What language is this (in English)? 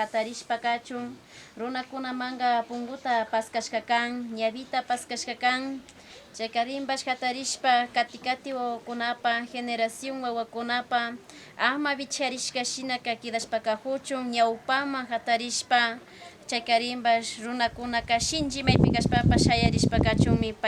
Imbabura Highland Quichua